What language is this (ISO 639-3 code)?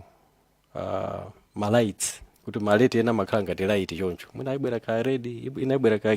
nya